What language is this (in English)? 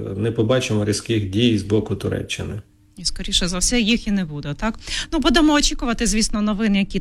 Ukrainian